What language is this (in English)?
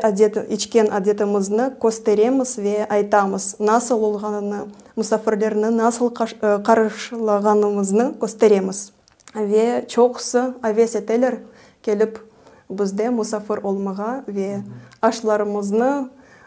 Crimean Tatar